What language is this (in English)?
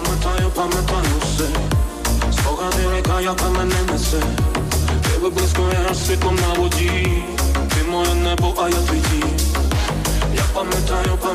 Ukrainian